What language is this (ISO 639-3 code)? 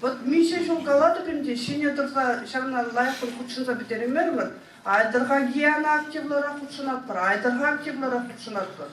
chv